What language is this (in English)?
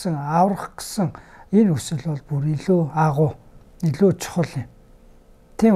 Mongolian